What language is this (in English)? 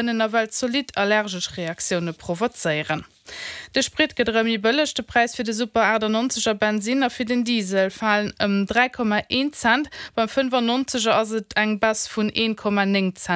Luxembourgish